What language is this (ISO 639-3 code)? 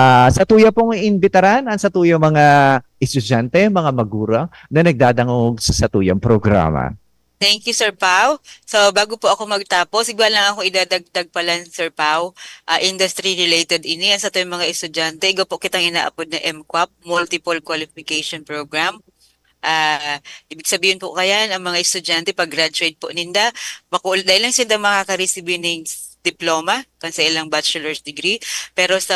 bik